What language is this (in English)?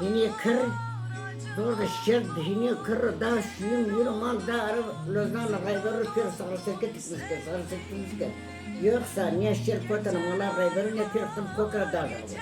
Zaza